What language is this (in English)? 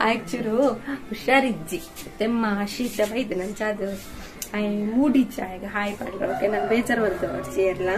Tulu